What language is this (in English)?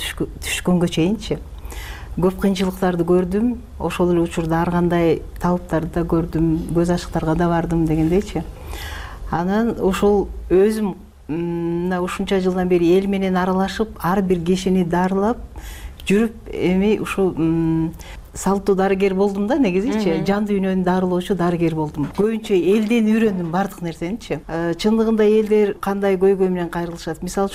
Kyrgyz